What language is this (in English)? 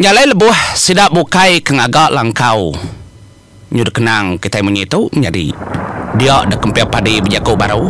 Iban